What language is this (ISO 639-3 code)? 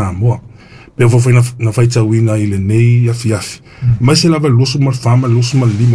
smo